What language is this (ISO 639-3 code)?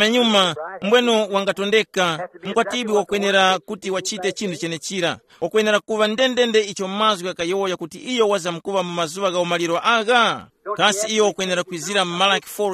tum